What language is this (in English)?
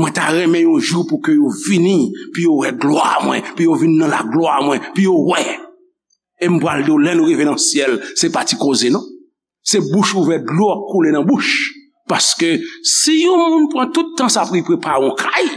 Haitian Creole